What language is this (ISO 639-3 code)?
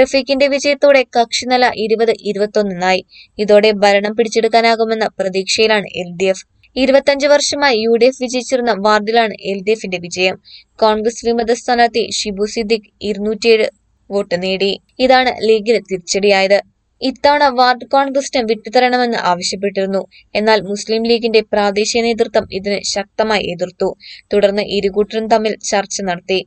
mal